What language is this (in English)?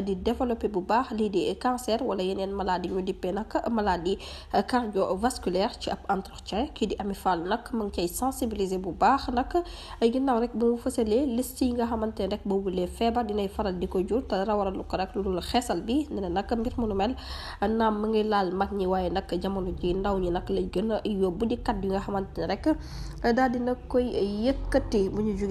Wolof